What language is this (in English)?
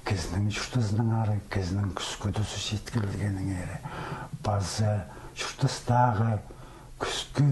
Khakas